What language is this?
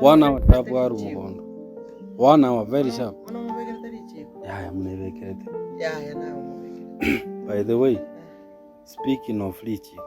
Gusii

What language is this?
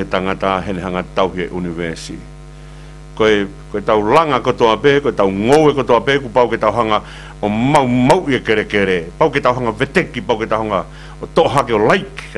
Tongan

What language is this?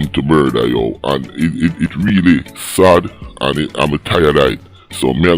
Jamaican Creole English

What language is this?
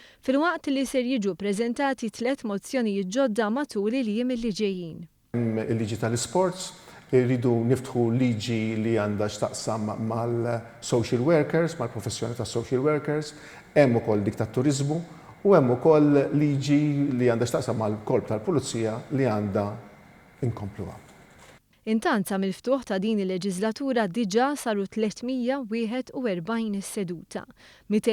Maltese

